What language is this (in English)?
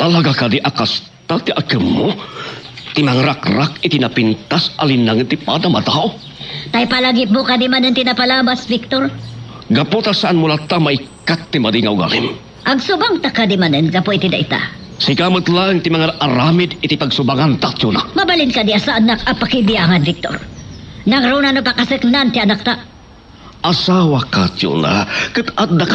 Iloko